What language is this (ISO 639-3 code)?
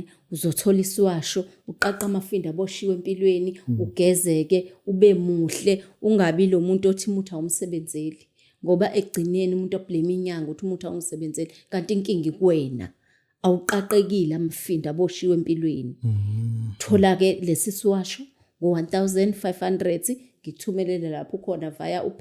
zul